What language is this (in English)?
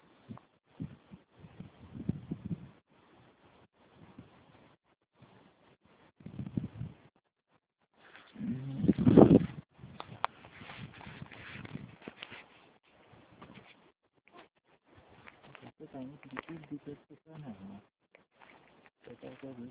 Estonian